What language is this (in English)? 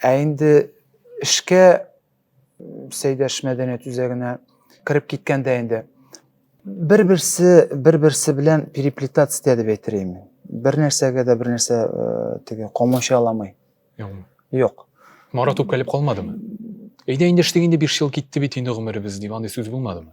Tatar